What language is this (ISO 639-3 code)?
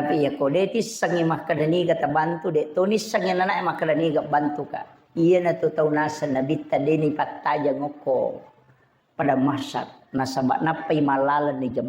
bug